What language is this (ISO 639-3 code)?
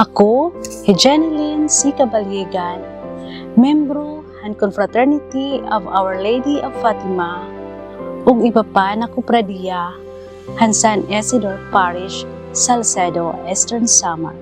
war